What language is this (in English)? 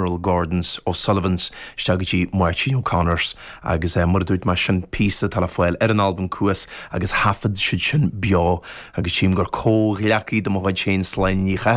Irish